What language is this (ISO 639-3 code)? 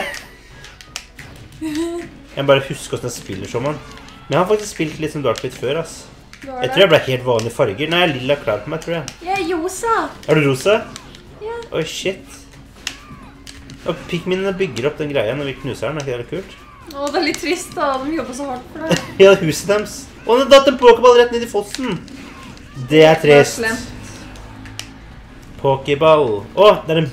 nor